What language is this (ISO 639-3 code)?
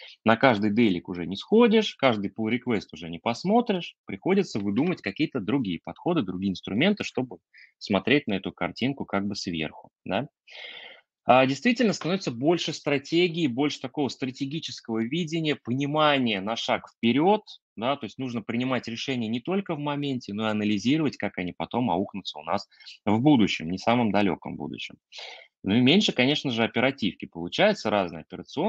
rus